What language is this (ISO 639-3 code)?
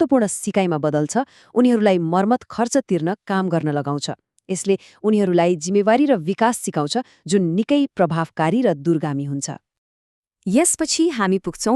nep